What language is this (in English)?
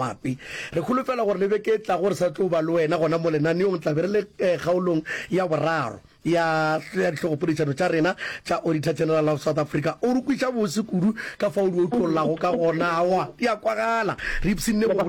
Northern Sotho